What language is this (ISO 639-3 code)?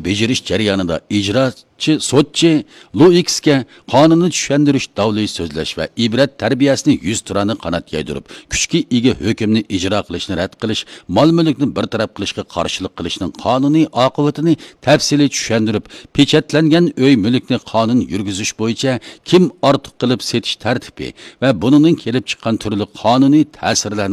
uig